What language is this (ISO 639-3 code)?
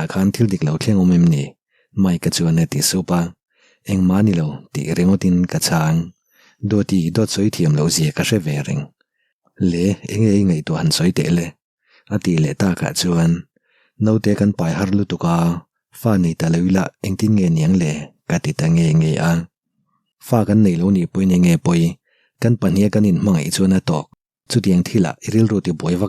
lus